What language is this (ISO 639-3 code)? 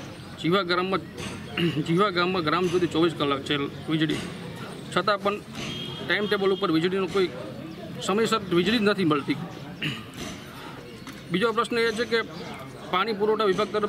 guj